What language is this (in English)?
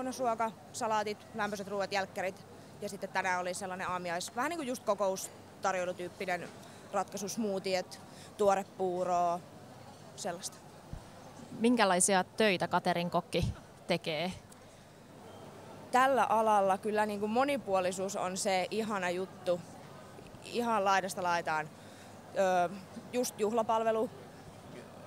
Finnish